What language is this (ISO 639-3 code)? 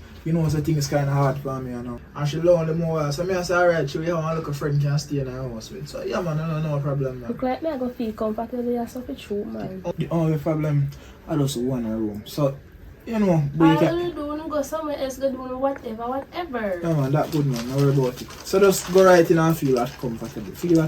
jam